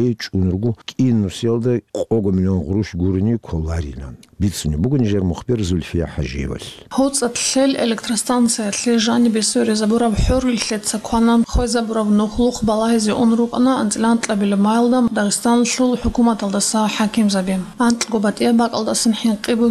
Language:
Avaric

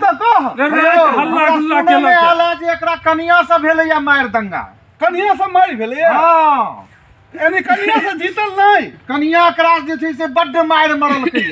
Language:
Maithili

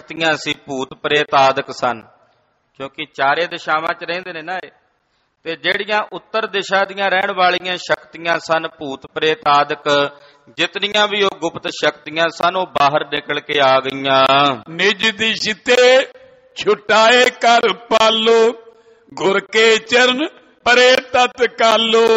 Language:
Punjabi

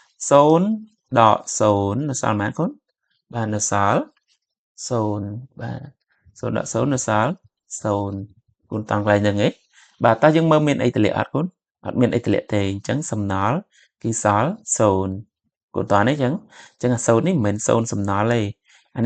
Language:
Khmer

